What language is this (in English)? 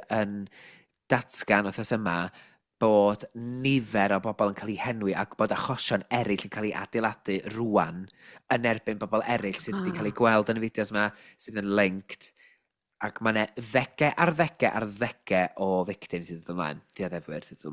Welsh